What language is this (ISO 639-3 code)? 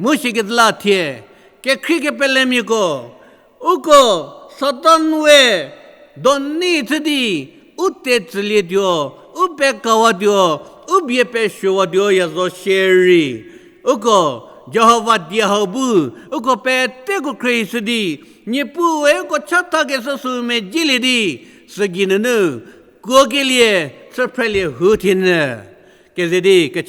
njm